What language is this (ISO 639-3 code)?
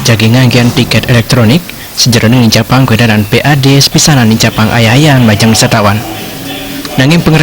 ban